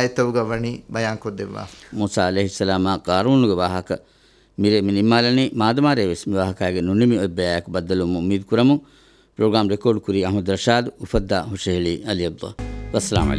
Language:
Divehi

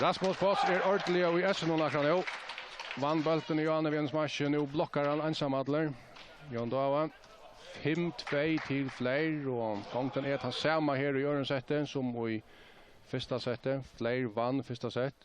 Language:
Faroese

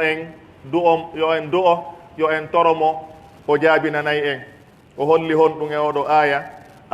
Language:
Pular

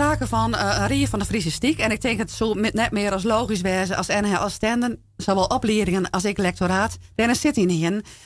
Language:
Western Frisian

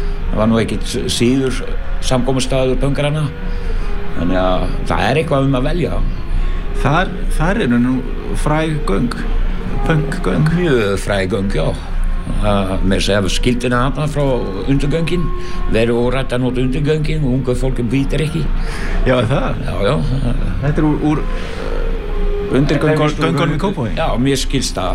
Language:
Icelandic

